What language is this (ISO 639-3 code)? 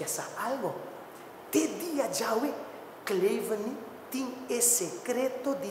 pap